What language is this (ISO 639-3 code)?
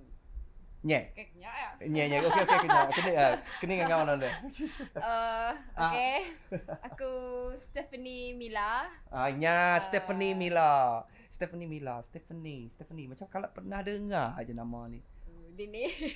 iba